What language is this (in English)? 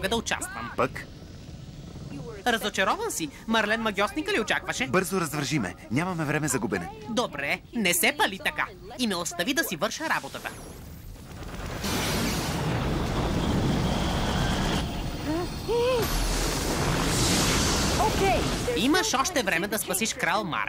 Bulgarian